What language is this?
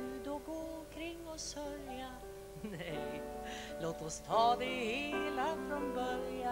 Swedish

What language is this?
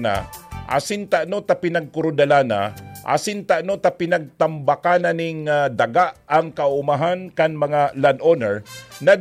Bikol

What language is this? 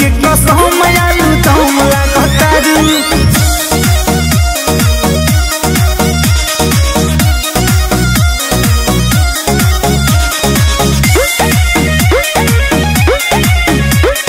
Bhojpuri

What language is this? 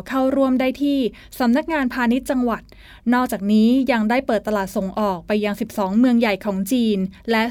Thai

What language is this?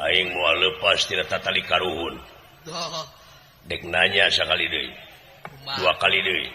Sundanese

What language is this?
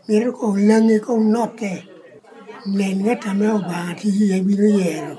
Lango (Uganda)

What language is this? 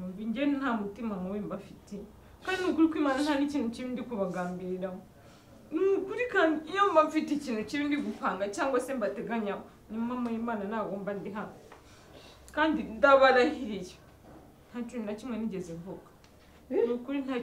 Kinyarwanda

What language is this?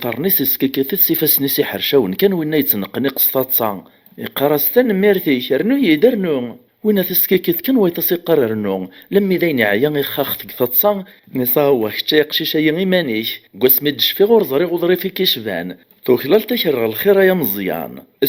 Kabyle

